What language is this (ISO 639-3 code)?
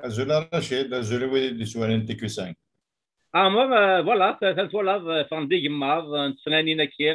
kab